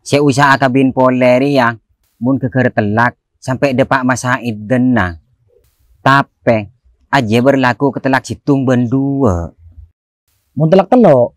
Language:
Madurese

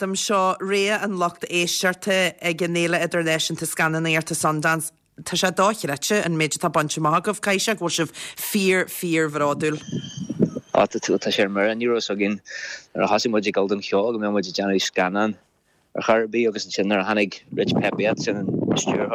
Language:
Irish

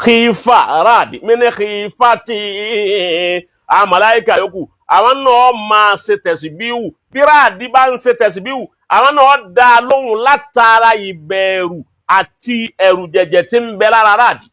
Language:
Yoruba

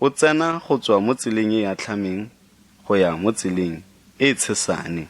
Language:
Tswana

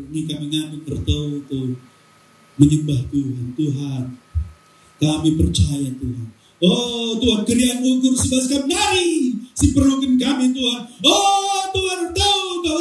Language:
Batak Karo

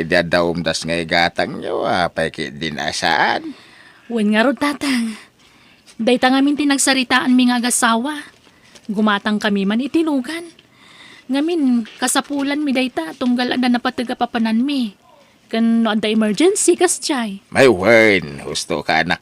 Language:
Iloko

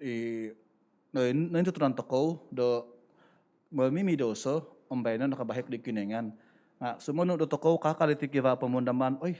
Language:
Central Dusun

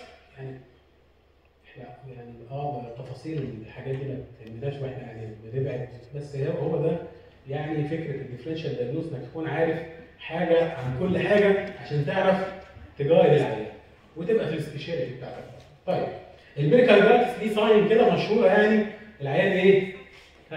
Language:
Egyptian Arabic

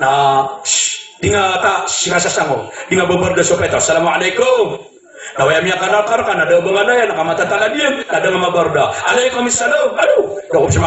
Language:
Maranao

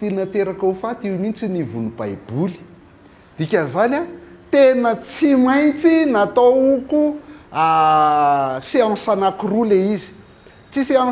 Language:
Malagasy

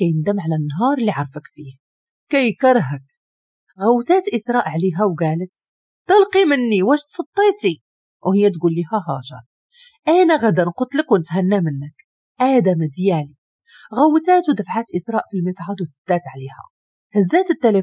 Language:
Moroccan Arabic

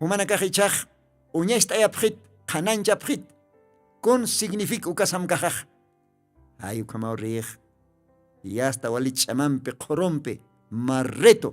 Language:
Aymara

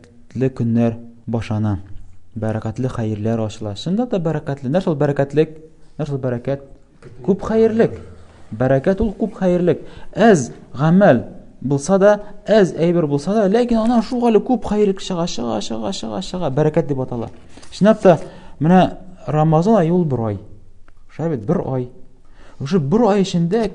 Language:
Tatar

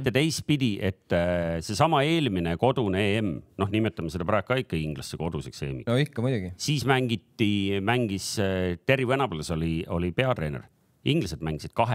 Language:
Estonian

